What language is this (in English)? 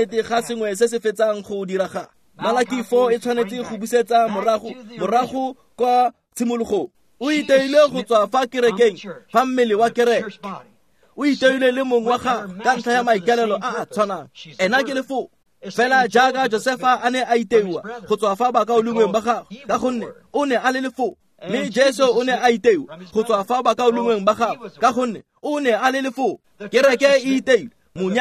Tswana